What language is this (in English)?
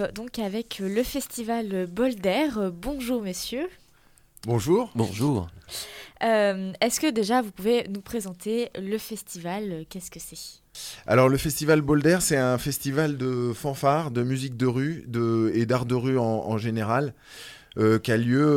French